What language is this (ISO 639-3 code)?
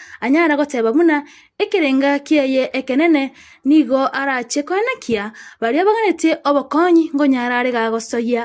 guz